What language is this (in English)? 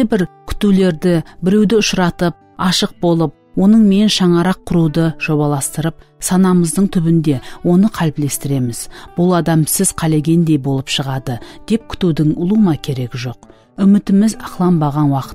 Kara-Kalpak